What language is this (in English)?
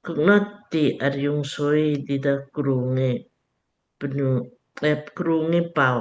Lamkang